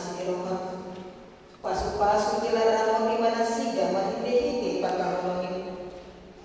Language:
Batak Toba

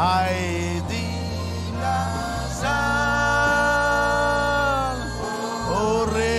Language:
Marshallese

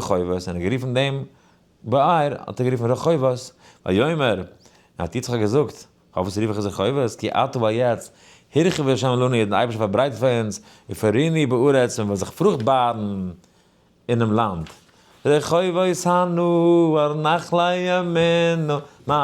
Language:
Yiddish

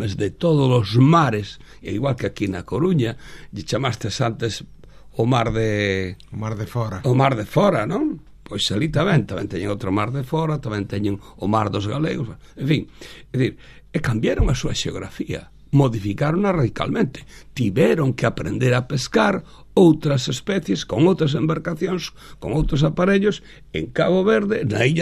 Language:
Galician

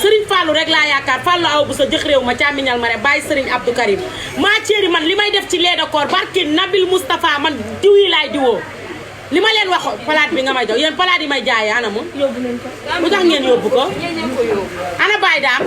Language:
Wolof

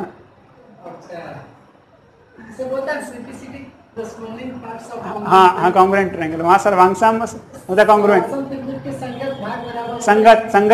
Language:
Hindi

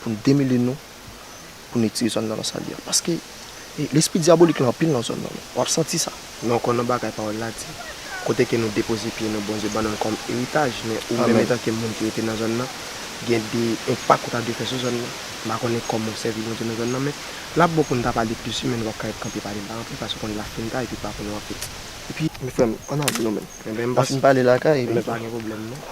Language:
Haitian Creole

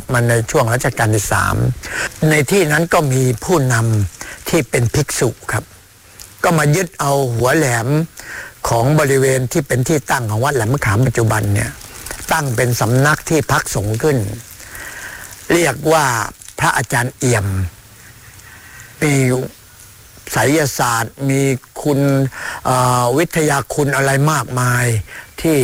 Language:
Thai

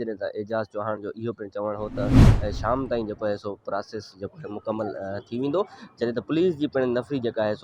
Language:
Sindhi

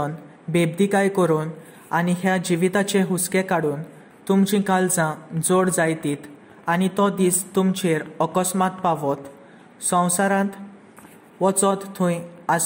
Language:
Konkani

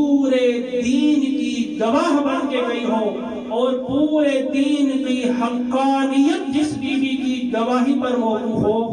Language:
Urdu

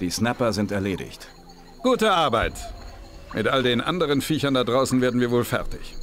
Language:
Bavarian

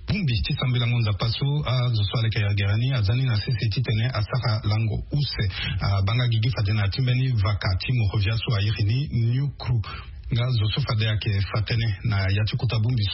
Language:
Sango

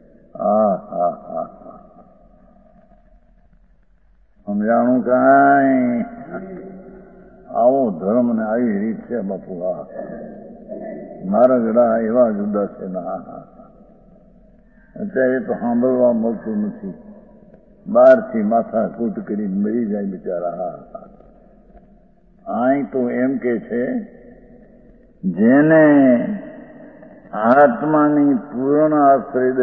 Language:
Gujarati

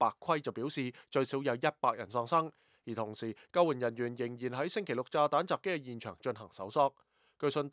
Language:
Cantonese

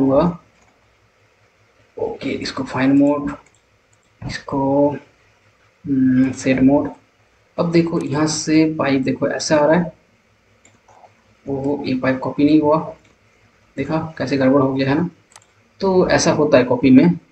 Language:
Hindi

